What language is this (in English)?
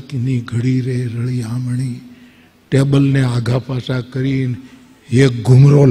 Gujarati